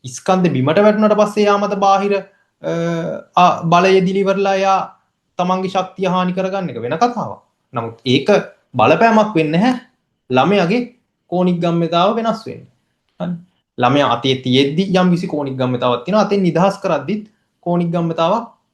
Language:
Sinhala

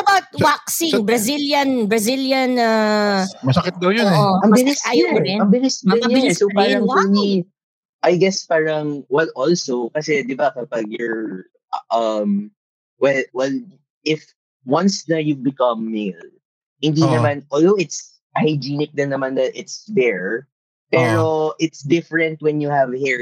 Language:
Filipino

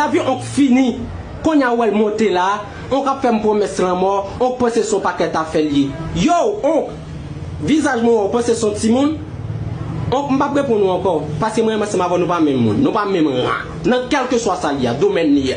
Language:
Haitian Creole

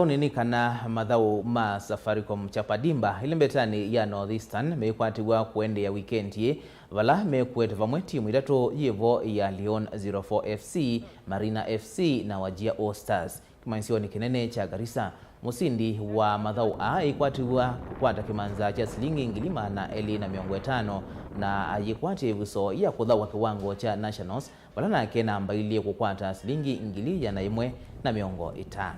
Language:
Kamba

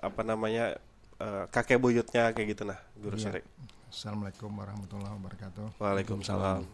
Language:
Banjar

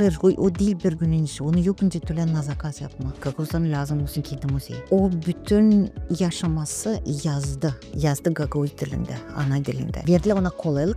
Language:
Gagauz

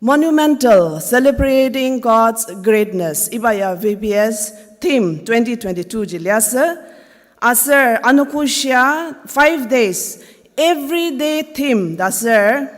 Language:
Ao Naga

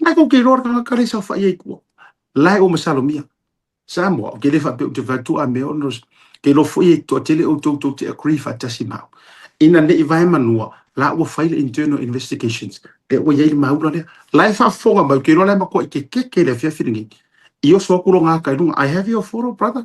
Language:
Samoan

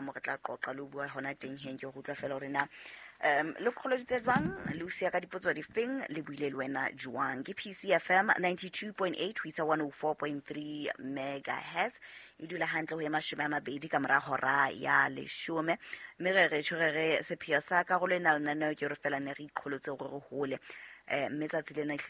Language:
Southern Sotho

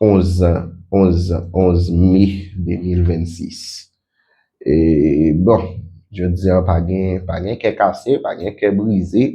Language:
Haitian Creole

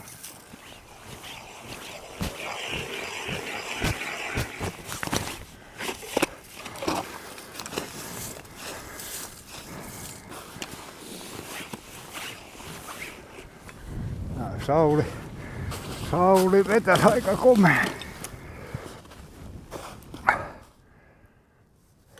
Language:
Finnish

